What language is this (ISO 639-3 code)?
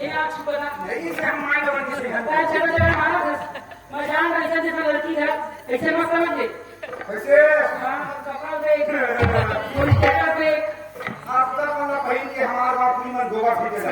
hne